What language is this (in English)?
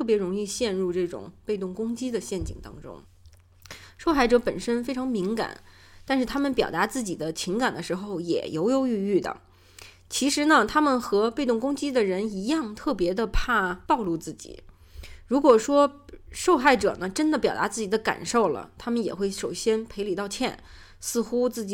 Chinese